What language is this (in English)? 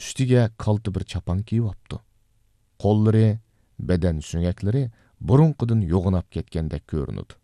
Uyghur